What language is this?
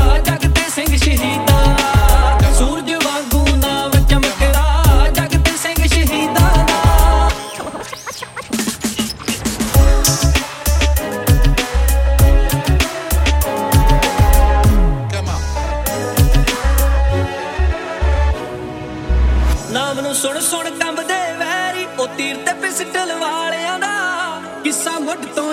Punjabi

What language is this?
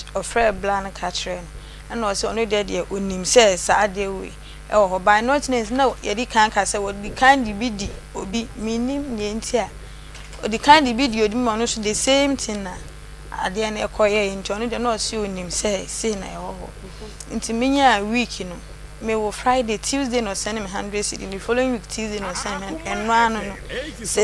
Akan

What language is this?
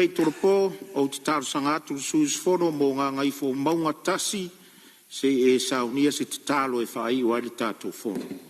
Samoan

